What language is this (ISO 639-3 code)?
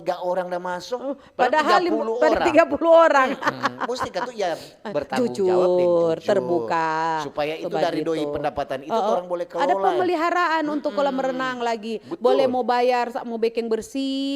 xmm